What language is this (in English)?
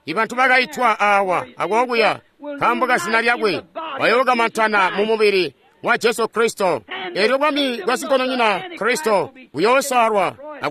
Tonga (Zambia)